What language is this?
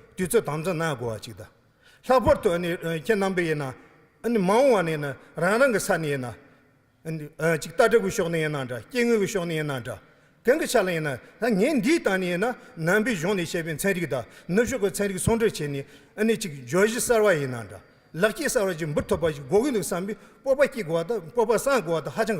Tibetan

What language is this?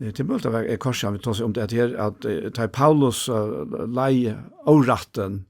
Faroese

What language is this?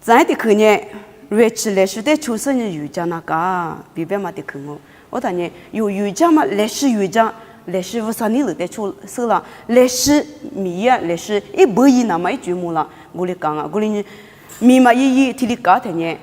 Lisu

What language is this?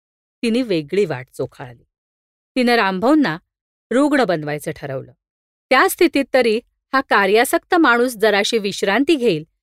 Marathi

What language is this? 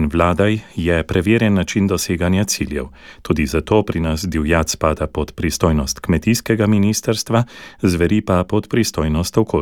Slovenian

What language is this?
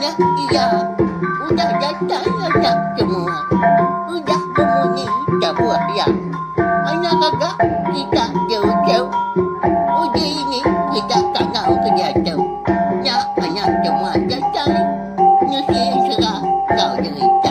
Iban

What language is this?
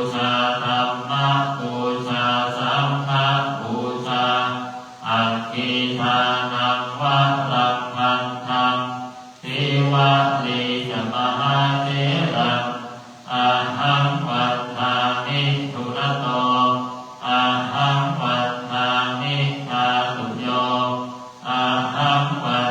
Pali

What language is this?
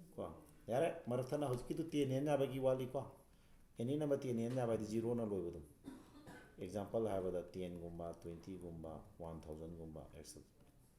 Manipuri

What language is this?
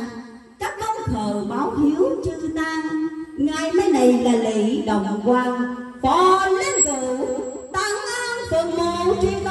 Vietnamese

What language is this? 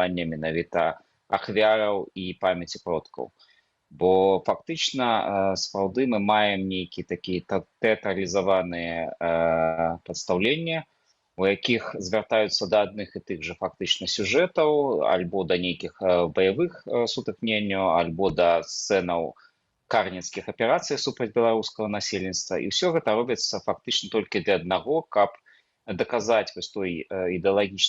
Belarusian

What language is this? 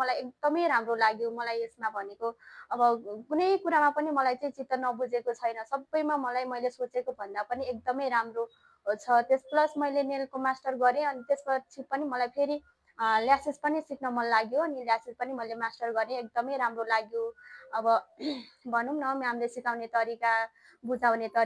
Nepali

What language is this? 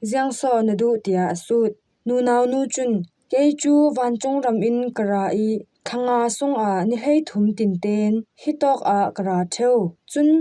Falam Chin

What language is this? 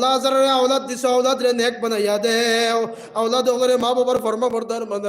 Sylheti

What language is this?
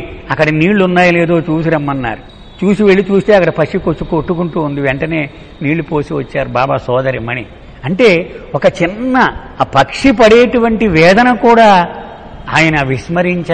Telugu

